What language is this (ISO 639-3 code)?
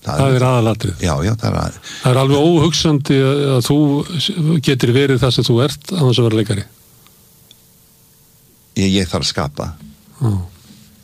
isl